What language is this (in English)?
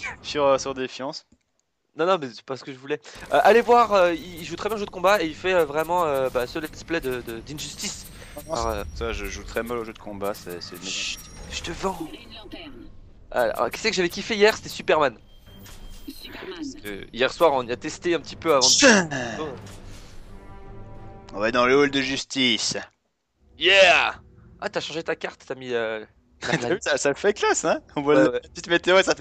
French